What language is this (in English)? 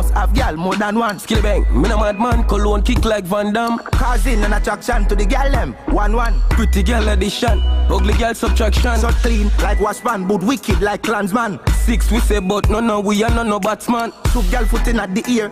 Jamaican Creole English